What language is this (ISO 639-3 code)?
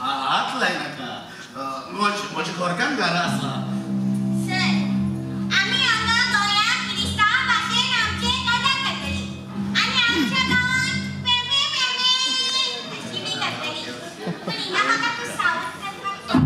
kok